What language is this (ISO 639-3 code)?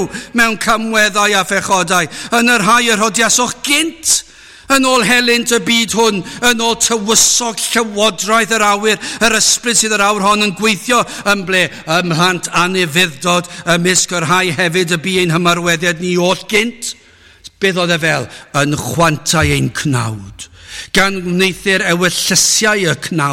cym